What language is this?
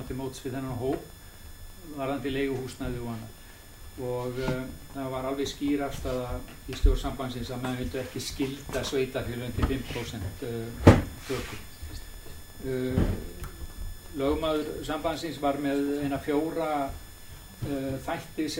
Icelandic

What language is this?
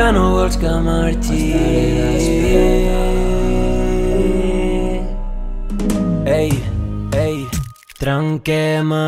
Catalan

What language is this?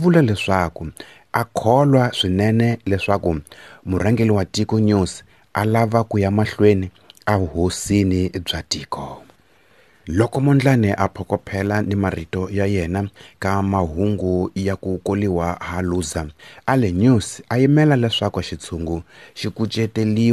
Tsonga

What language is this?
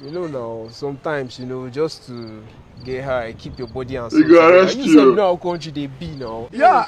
Nigerian Pidgin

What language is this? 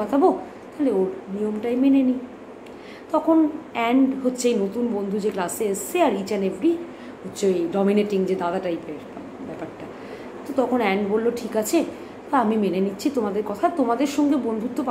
Bangla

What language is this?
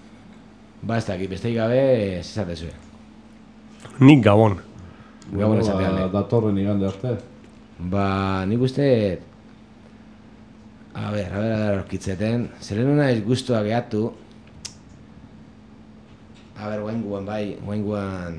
Basque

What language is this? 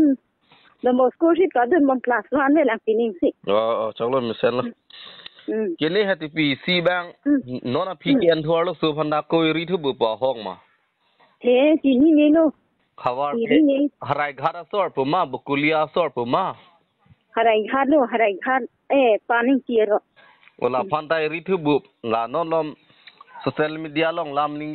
Karbi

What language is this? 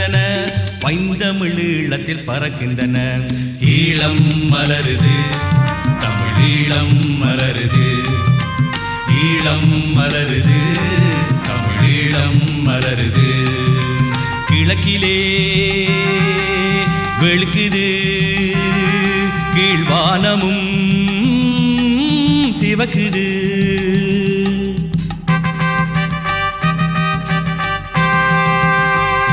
Tamil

